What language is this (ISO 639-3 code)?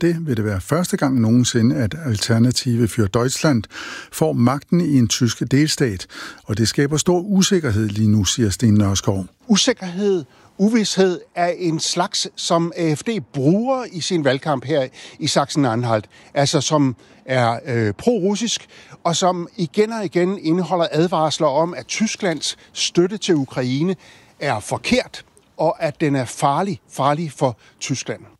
dan